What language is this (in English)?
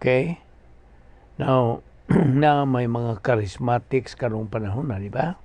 Cebuano